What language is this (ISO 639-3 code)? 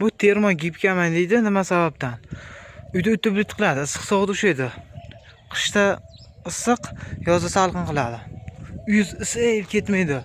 uzb